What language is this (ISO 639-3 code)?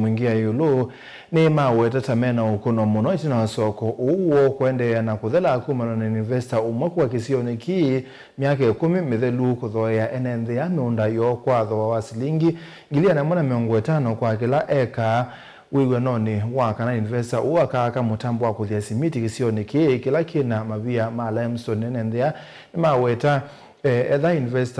kam